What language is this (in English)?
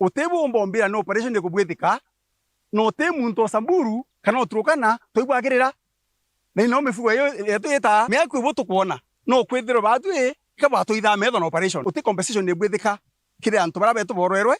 Meru